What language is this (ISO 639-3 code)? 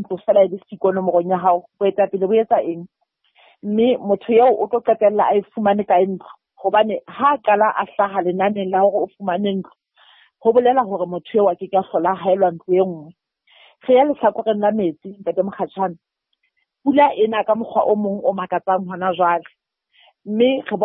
sot